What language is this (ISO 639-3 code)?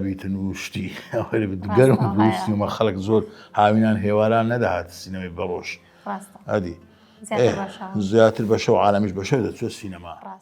ckb